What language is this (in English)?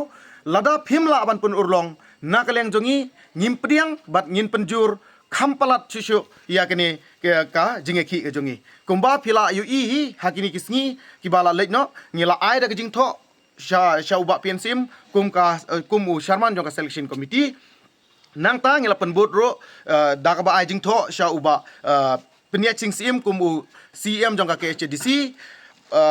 Khasi